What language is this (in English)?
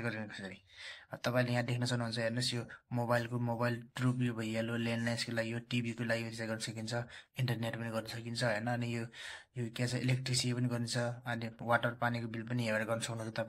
Nepali